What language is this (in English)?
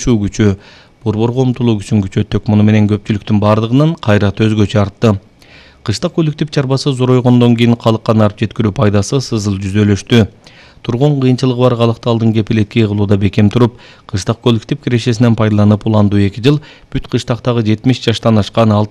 Kyrgyz